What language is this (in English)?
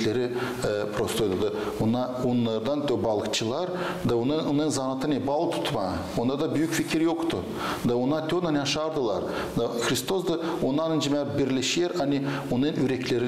Gagauz